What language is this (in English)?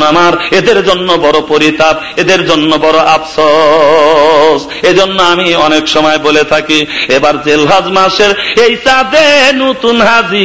Bangla